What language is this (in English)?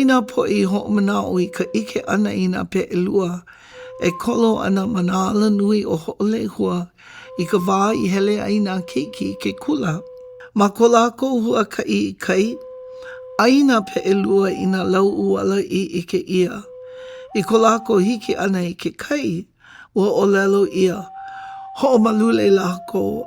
Hawaiian